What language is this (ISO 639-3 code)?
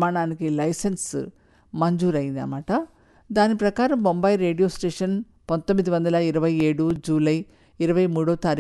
tel